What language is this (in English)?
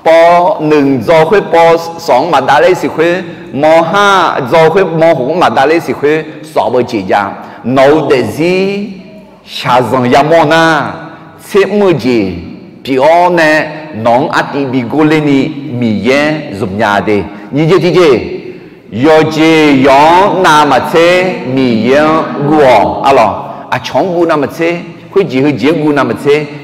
Akha